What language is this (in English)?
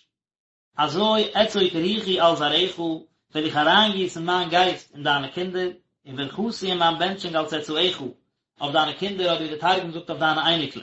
Yiddish